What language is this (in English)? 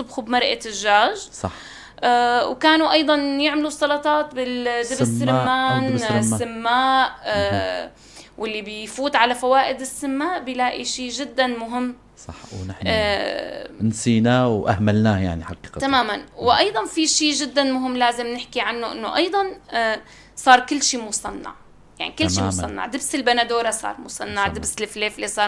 North Levantine Arabic